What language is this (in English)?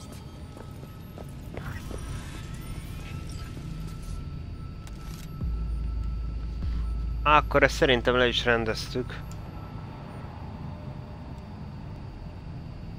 Hungarian